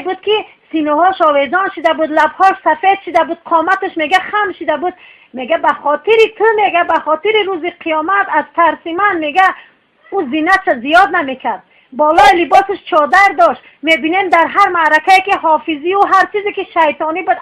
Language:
Tajik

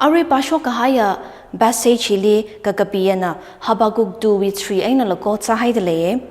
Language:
Tangkhul Naga (India)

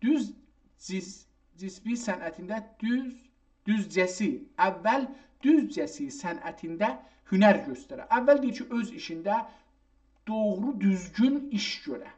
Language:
South Azerbaijani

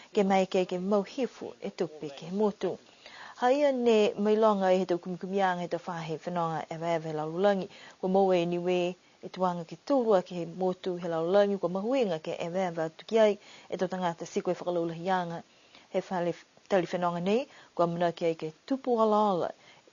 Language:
Niuean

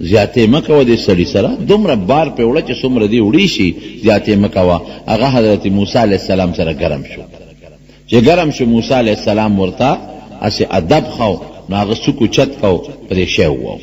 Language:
Pashto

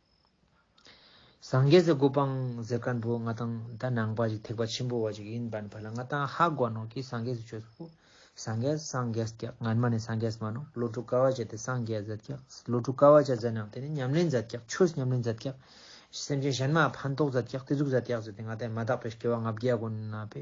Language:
Ladakhi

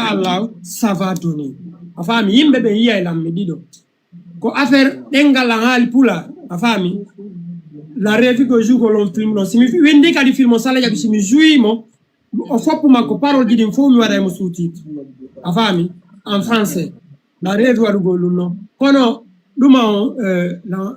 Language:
Fula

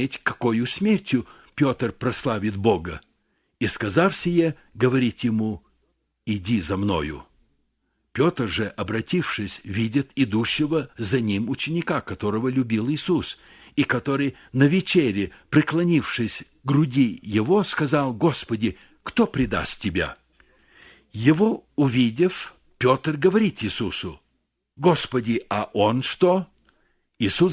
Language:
Russian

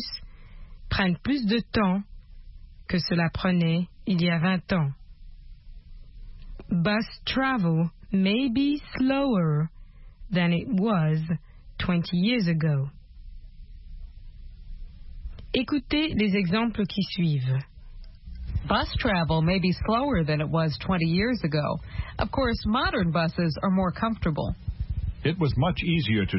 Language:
French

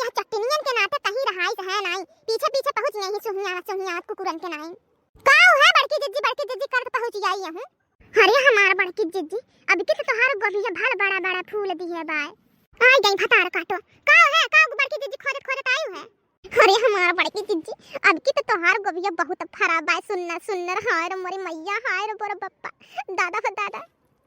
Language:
Bhojpuri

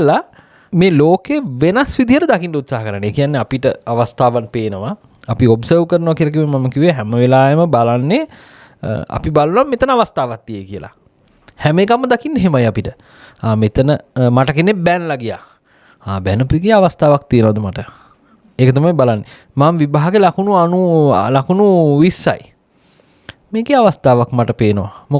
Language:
Sinhala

